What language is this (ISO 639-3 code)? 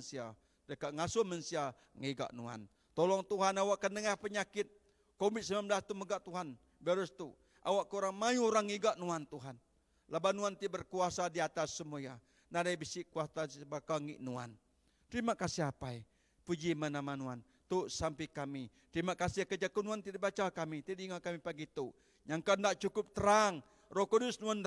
iba